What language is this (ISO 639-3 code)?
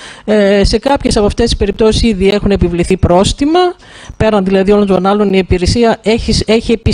ell